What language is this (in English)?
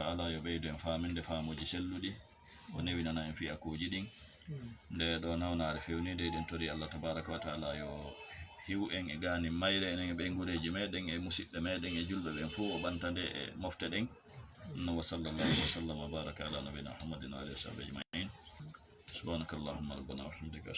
Fula